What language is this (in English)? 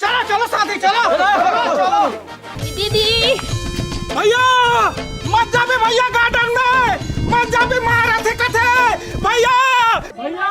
Chhattisgarhi